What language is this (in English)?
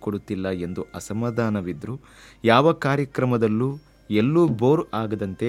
Kannada